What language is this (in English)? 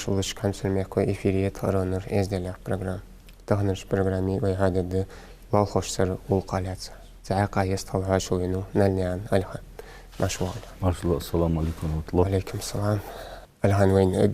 Ingush